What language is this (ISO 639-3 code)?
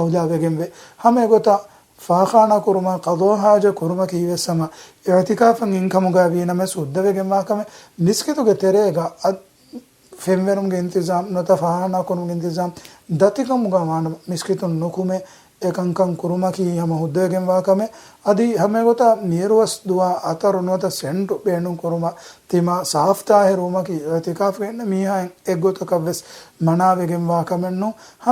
div